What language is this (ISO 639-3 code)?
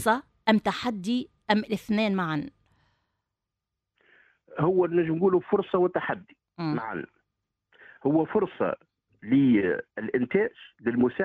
aeb